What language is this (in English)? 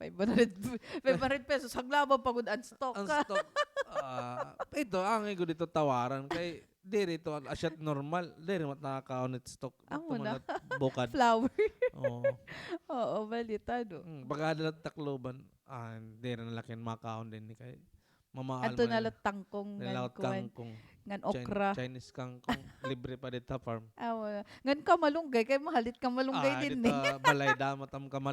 Waray